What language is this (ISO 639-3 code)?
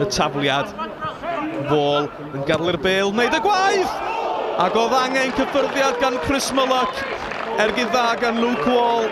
cym